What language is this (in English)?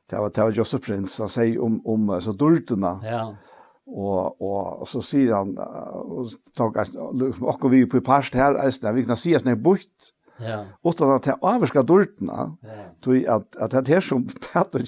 Faroese